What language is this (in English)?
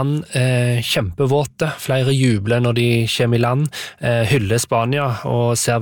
Norwegian